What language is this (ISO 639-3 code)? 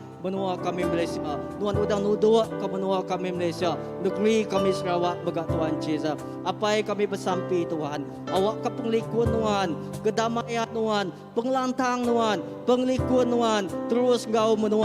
iba